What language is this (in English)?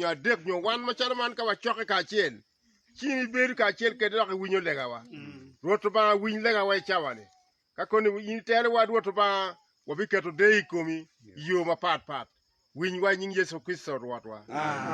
Acoli